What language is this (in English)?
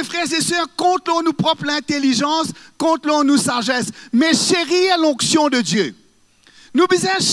Morisyen